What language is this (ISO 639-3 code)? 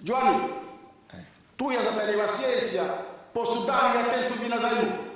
srd